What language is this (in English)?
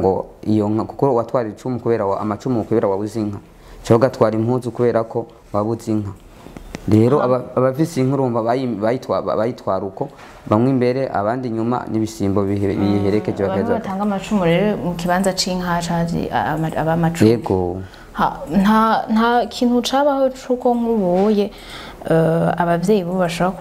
Rundi